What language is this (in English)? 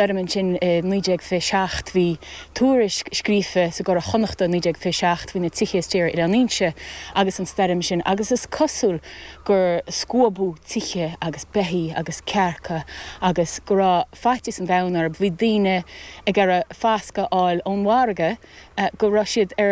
Irish